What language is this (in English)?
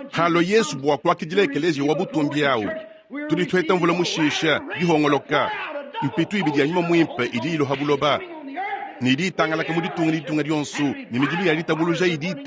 Luba-Lulua